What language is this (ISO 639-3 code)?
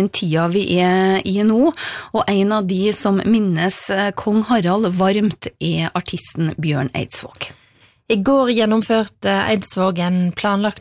nor